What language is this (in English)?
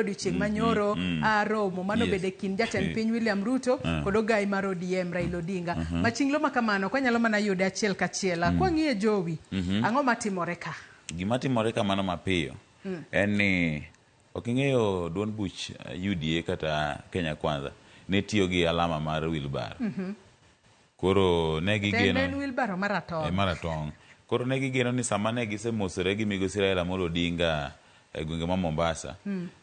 Luo (Kenya and Tanzania)